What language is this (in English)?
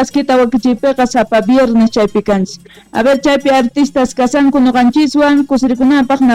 South Bolivian Quechua